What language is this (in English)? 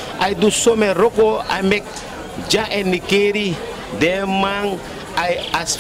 Sranan Tongo